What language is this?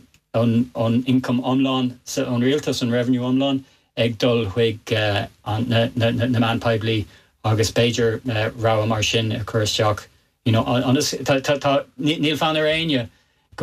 Irish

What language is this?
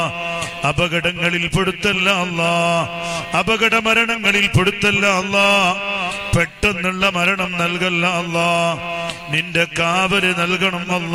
Malayalam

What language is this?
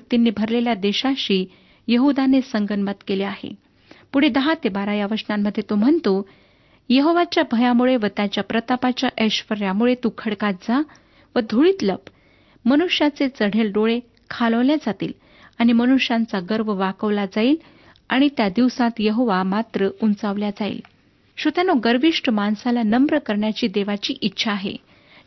Marathi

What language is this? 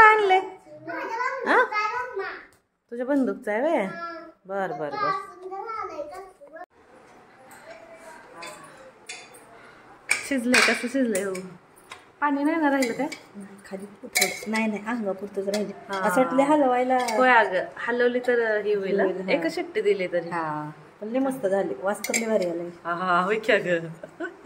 Marathi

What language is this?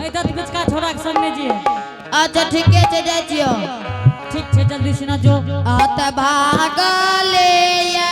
Angika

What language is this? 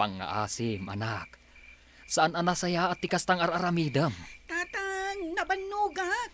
Iloko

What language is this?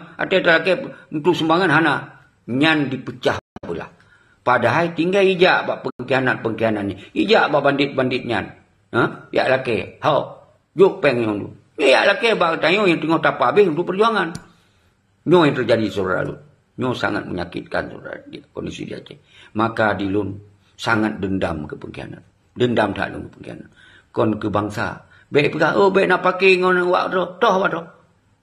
Achinese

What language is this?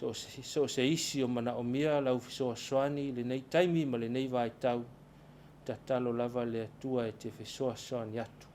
Samoan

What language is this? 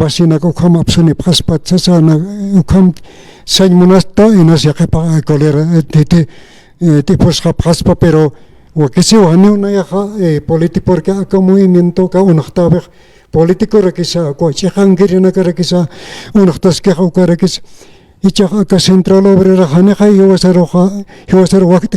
Aymara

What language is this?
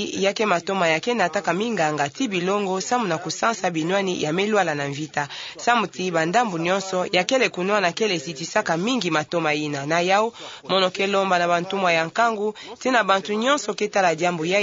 Kituba (Democratic Republic of Congo)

